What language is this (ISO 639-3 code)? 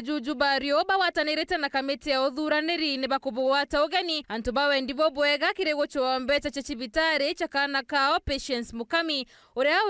mer